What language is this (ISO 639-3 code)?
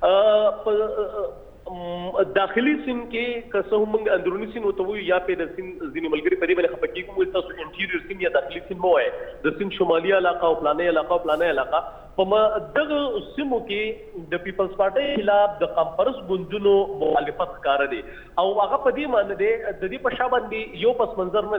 pus